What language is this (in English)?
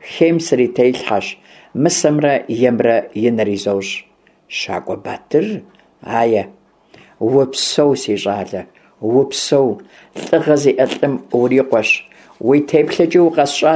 Kabardian